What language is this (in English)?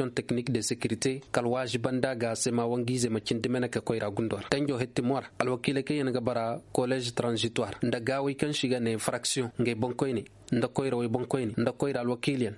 Zarma